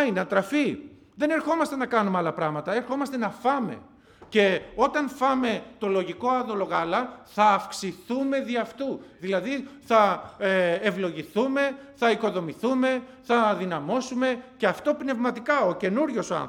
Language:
Greek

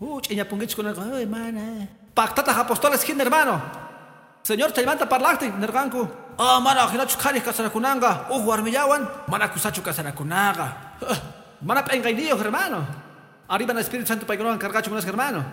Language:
Quechua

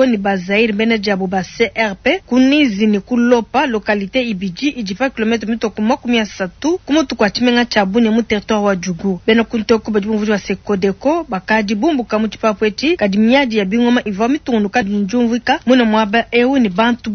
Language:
Luba-Lulua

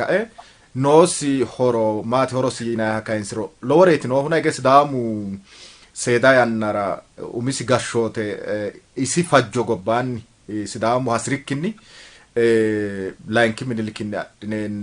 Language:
Sidamo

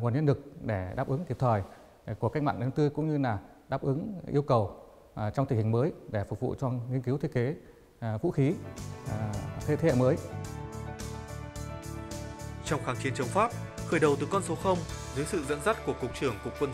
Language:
Vietnamese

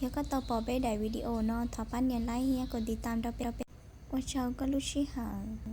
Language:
Hmong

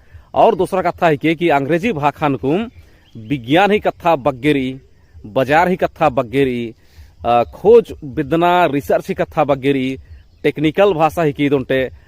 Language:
Kurukh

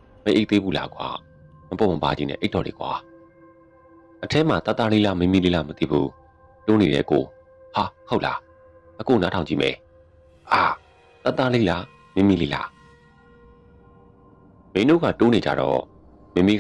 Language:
Burmese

